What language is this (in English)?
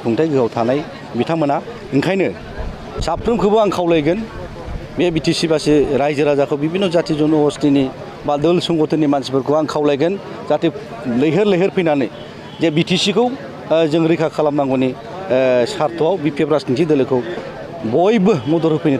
Bodo